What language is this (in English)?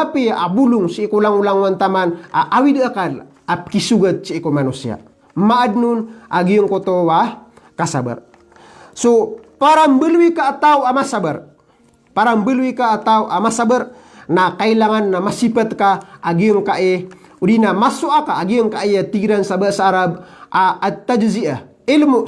Maranao